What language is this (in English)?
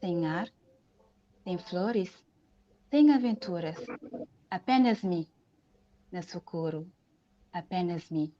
Kabuverdianu